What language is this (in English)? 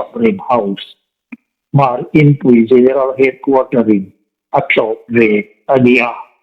Hmar